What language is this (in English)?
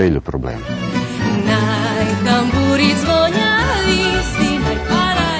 Rusyn